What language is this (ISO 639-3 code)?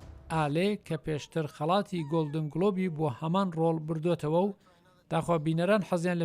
ckb